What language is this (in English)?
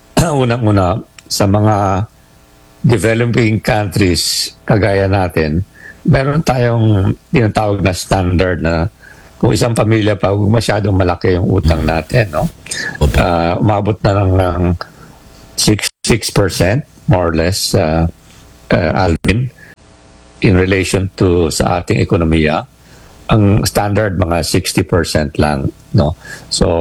Filipino